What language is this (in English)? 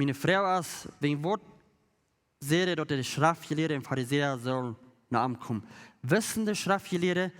Plautdietsch